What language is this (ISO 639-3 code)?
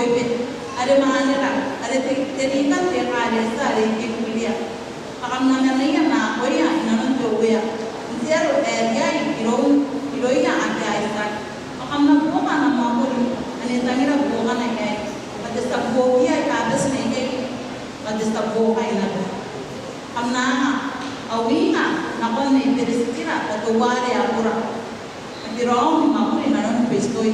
gil